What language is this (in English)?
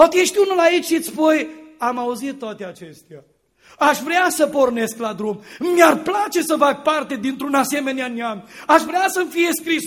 Romanian